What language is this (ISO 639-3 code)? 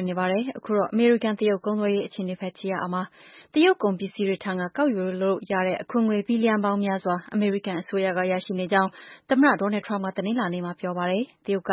mya